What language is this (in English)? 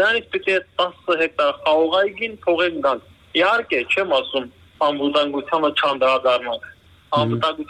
Armenian